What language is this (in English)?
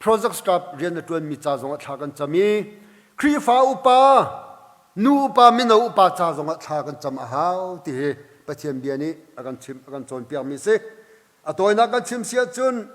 Hakha Chin